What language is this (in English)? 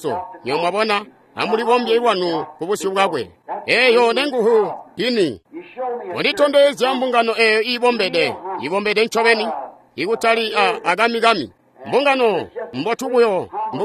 Tonga (Zambia)